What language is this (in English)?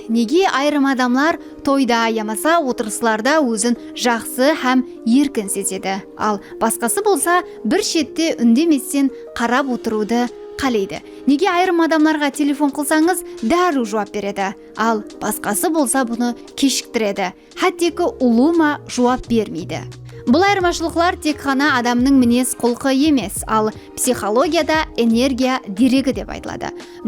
Kara-Kalpak